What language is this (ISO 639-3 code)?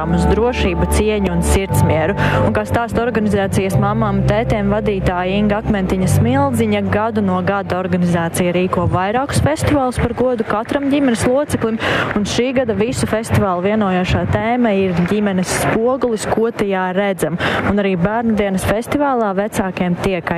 lav